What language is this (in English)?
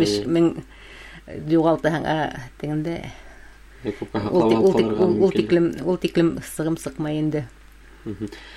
Bashkir